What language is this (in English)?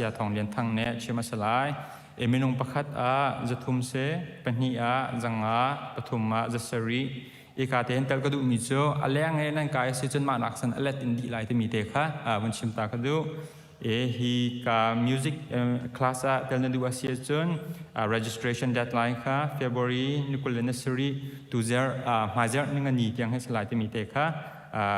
Hakha Chin